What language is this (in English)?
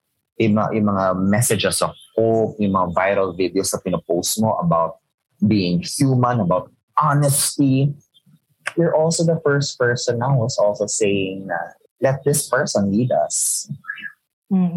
Filipino